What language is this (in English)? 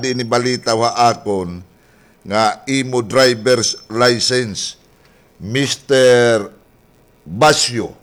Waray